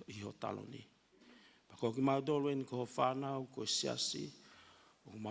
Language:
Tongan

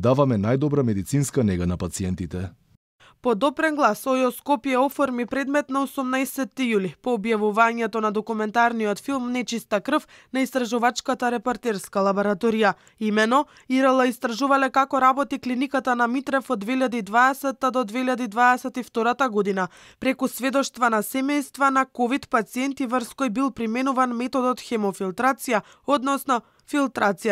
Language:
Macedonian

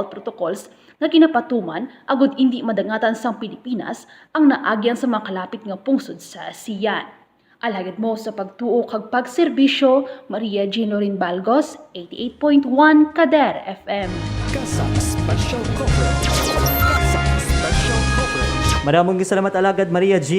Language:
Hiligaynon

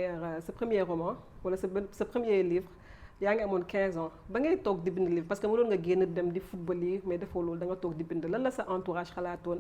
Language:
Wolof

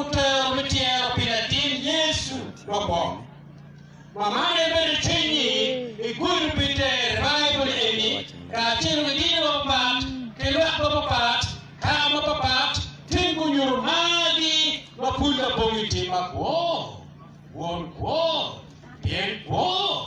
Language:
Acoli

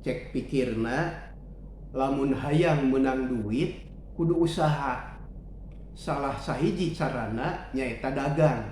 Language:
Sundanese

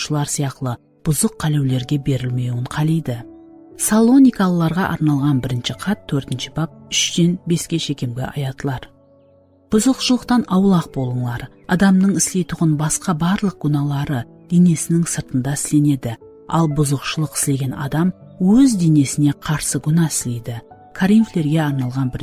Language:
Kara-Kalpak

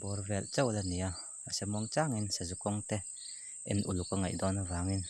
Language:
Mizo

